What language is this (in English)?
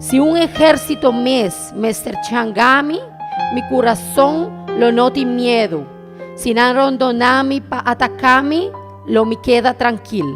Papiamento